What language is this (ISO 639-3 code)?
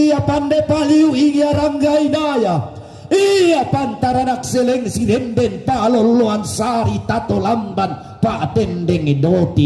sda